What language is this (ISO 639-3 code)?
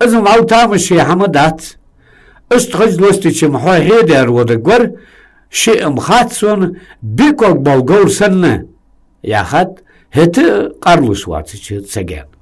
inh